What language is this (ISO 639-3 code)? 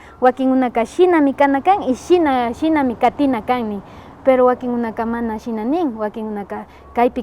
qvi